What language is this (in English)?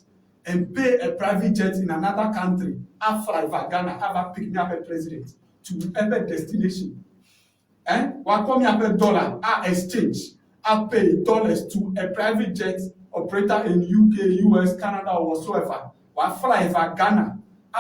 Ewe